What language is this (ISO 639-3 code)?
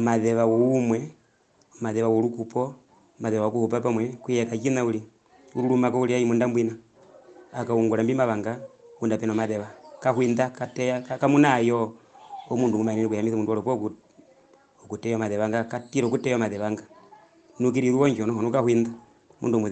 her